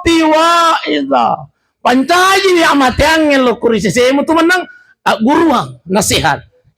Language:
Buginese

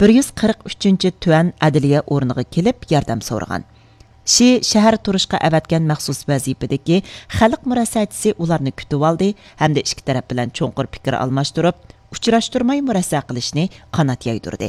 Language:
Uyghur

